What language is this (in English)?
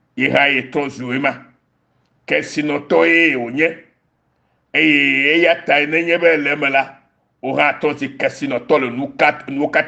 Ewe